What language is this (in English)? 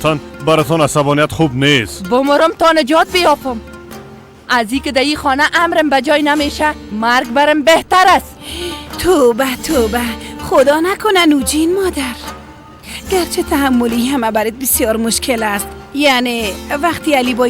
Persian